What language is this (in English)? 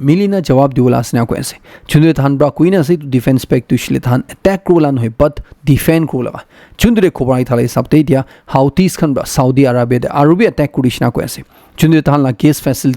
Naga Pidgin